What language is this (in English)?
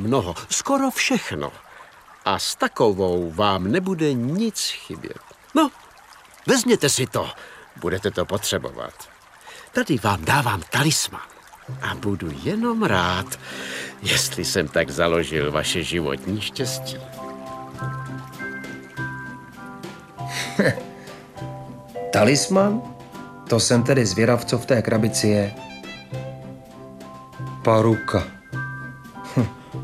Czech